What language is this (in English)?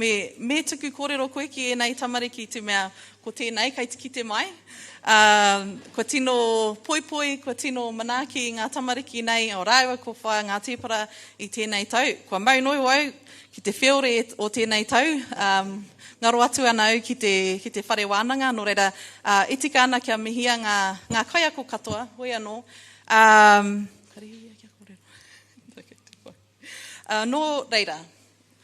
Māori